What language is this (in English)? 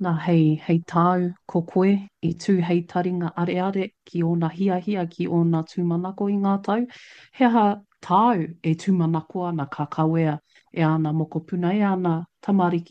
Māori